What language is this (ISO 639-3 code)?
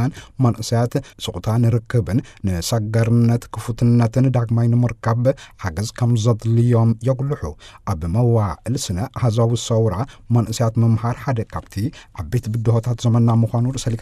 tir